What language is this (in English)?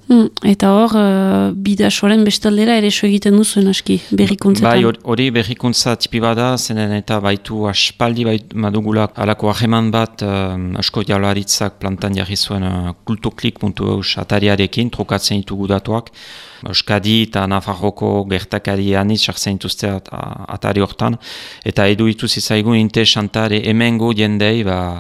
Basque